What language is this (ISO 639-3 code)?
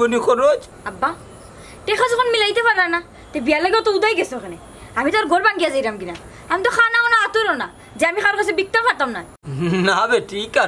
syl